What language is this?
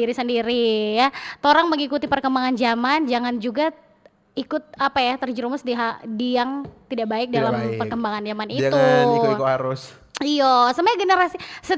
Manado Malay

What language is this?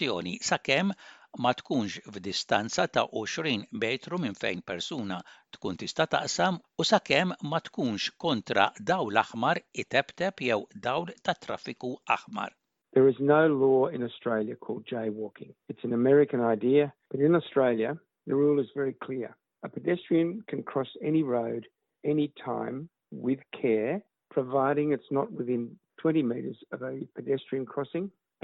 Maltese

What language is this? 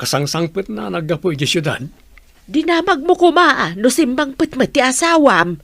Iloko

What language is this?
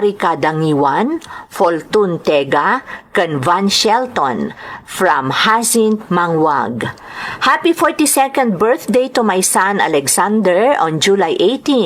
Iloko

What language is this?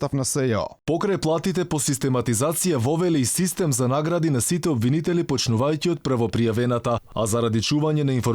Macedonian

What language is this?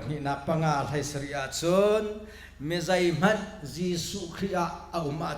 Hakha Chin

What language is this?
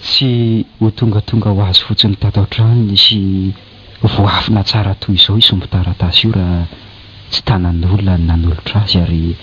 Malagasy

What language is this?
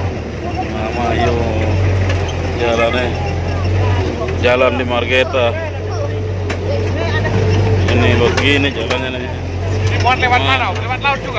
Indonesian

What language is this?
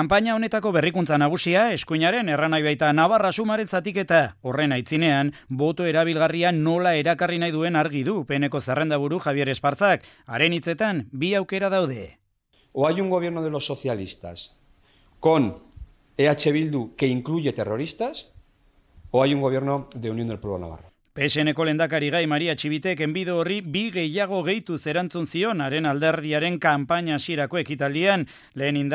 Basque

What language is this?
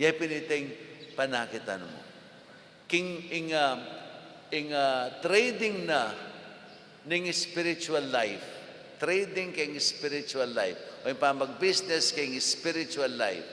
Pampanga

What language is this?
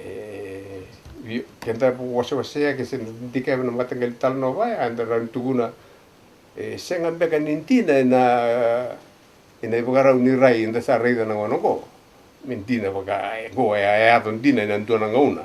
Fijian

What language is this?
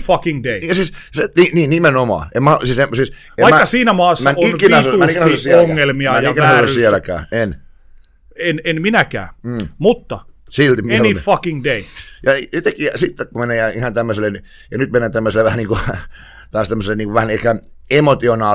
Finnish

